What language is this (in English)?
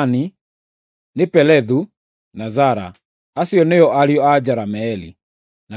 Kikuyu